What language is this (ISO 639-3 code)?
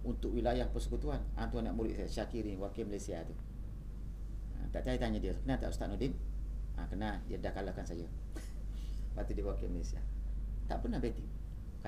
msa